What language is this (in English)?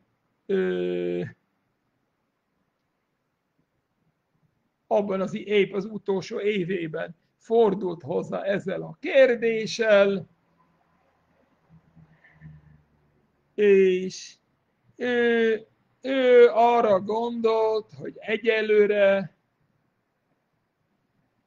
Hungarian